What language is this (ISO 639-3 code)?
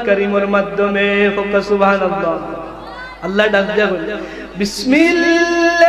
syl